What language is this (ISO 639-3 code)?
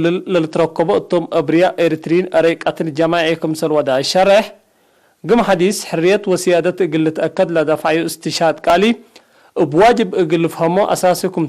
tig